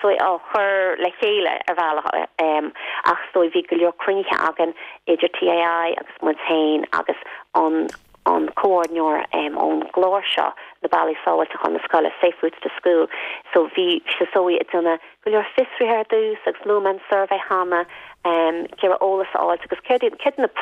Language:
Irish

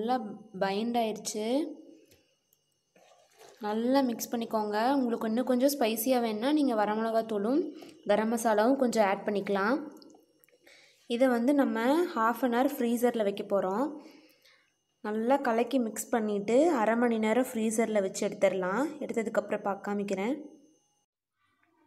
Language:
Tamil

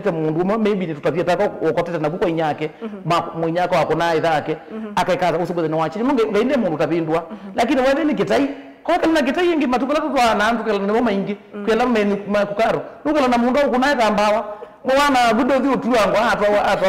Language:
Kamba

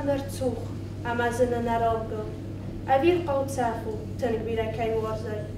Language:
Ossetic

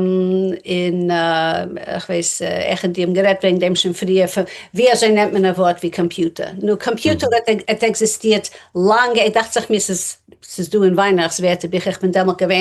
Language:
Yiddish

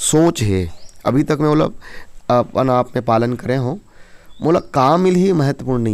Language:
Chhattisgarhi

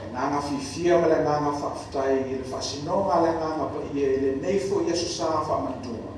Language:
Samoan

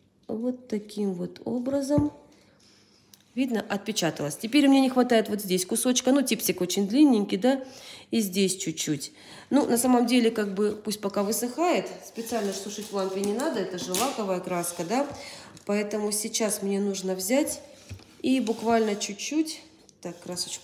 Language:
Russian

